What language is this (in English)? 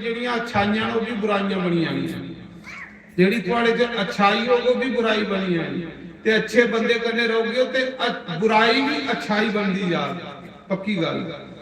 Dogri